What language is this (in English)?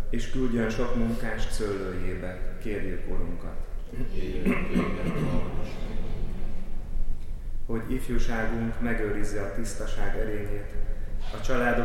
Hungarian